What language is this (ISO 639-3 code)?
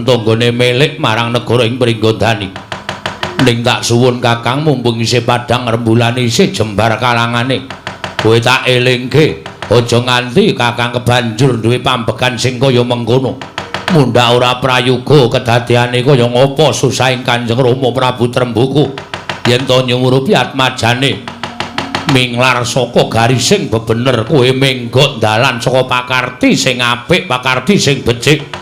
jav